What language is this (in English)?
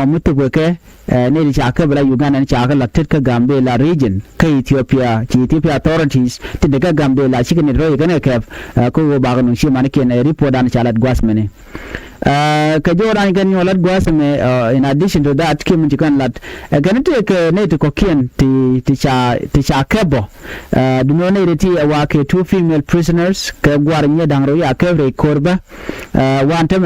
Nuer